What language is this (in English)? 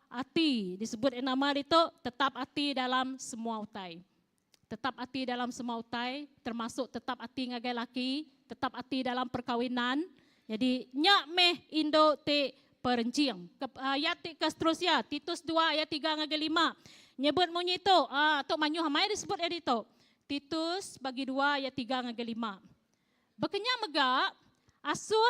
Iban